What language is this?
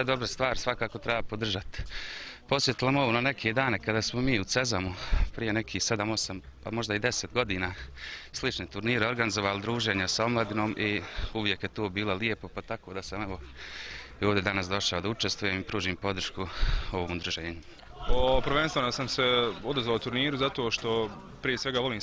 Bosnian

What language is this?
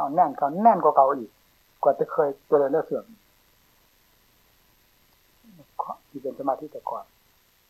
Thai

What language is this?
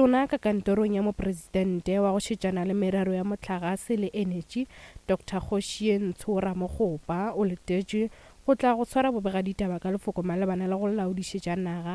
Northern Sotho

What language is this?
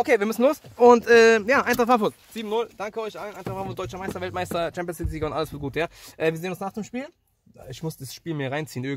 German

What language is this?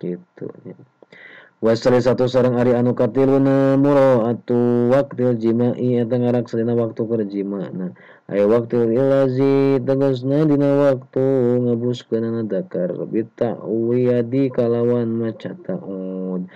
Sundanese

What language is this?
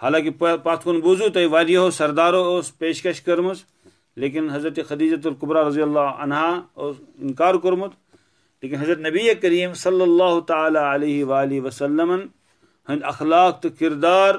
Kashmiri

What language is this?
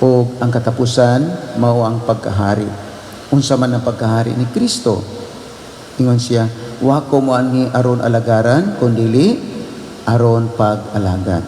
Cebuano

